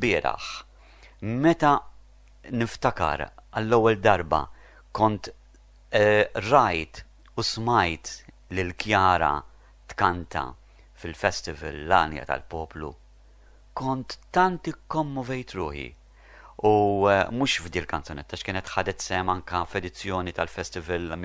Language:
Maltese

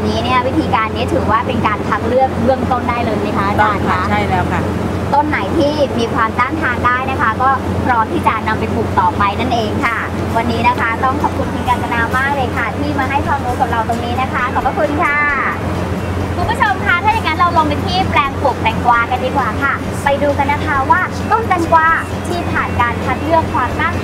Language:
Thai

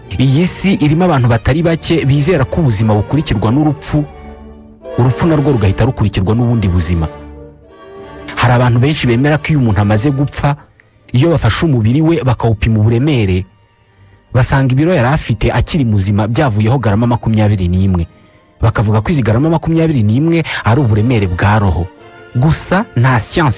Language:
Kinyarwanda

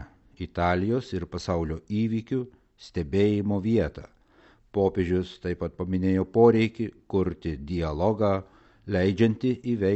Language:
Lithuanian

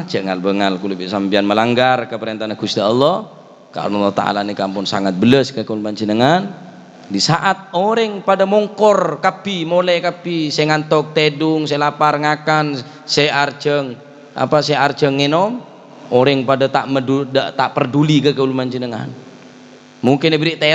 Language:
Madurese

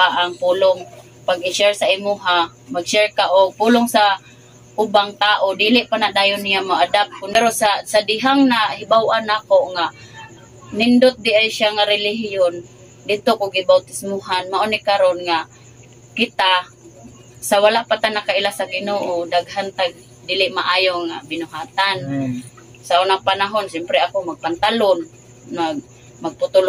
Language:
Cebuano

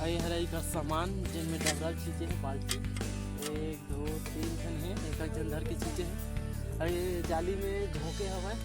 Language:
Chhattisgarhi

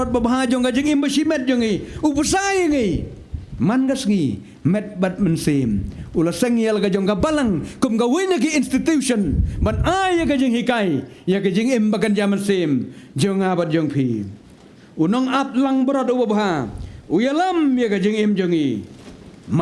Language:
Khasi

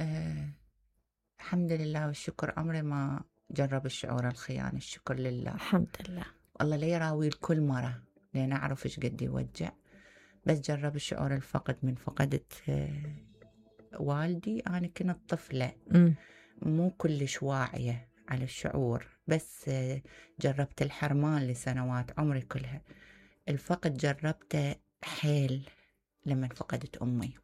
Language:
Mesopotamian Arabic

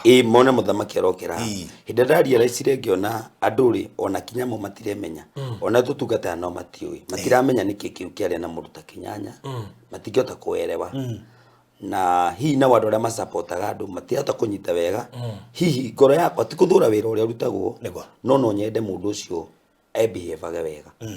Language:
Kikuyu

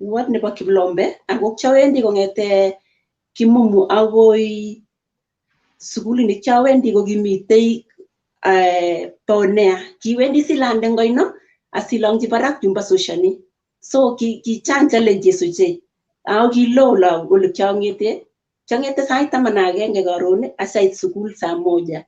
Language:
Kalenjin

